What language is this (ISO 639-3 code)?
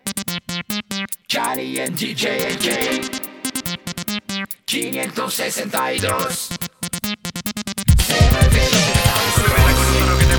spa